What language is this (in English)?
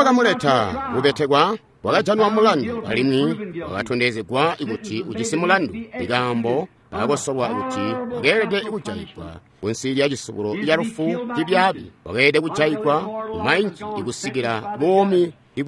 Tonga (Zambia)